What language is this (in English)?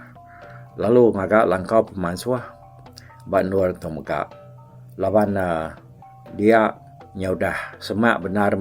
Iban